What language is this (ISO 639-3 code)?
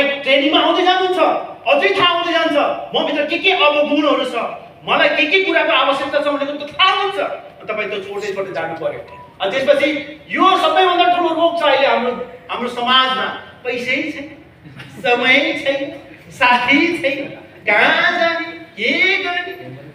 nep